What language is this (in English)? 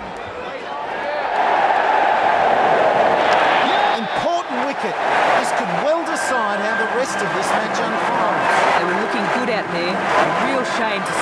English